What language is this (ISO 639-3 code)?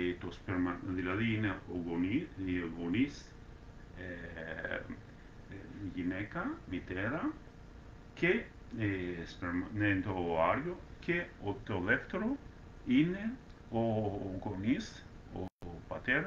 ell